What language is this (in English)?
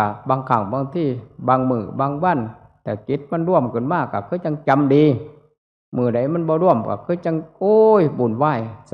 Northeastern Thai